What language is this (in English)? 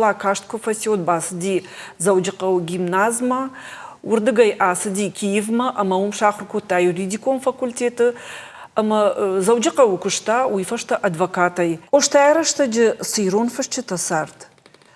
Ossetic